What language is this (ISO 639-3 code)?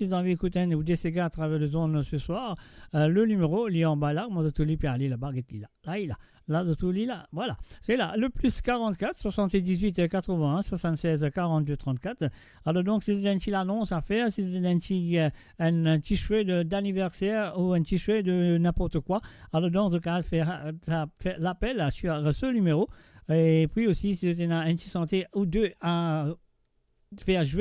mfe